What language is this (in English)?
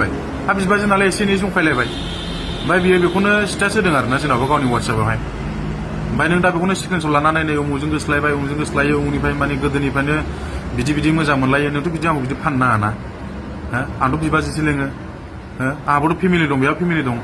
Bodo